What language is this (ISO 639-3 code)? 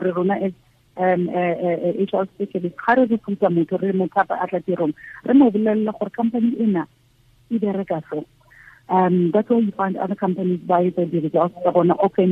tsn